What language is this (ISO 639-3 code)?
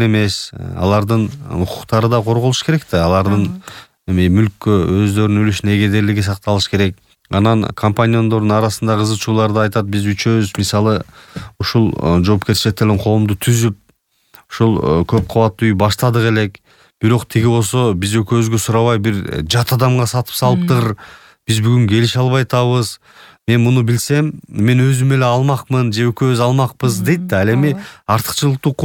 kir